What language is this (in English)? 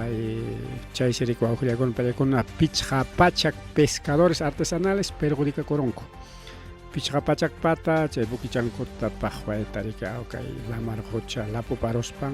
Ayacucho Quechua